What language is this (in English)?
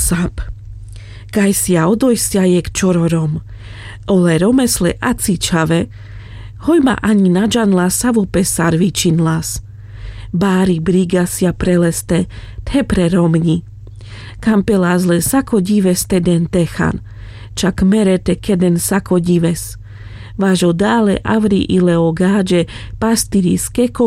Carpathian Romani